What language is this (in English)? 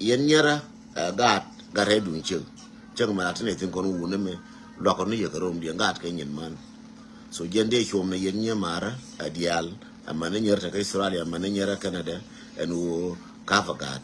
Nuer